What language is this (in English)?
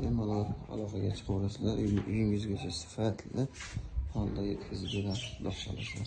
Uzbek